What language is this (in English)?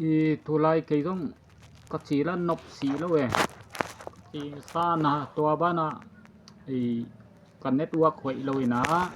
Tedim Chin